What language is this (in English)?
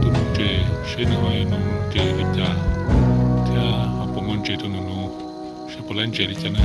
Hmong